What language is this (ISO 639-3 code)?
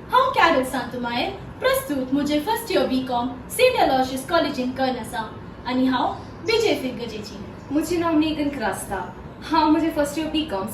kok